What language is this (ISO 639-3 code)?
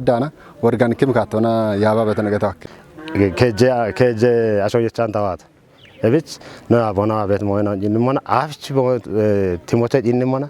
kbr